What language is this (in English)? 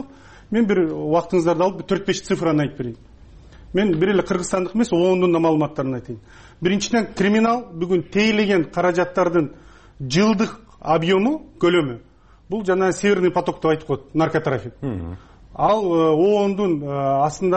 Kyrgyz